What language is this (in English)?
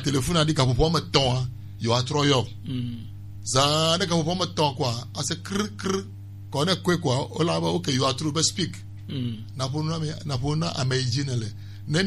Gen